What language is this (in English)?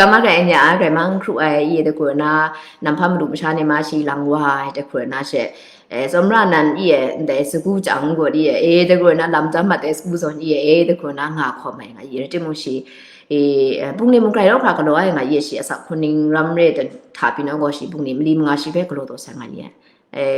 Kachin